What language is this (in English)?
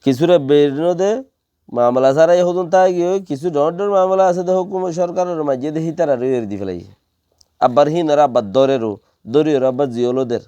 Rohingya